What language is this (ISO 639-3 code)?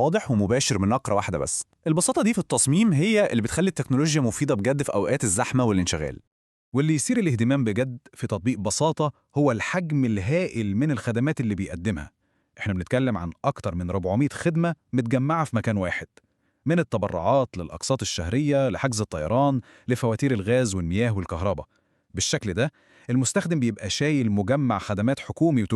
arz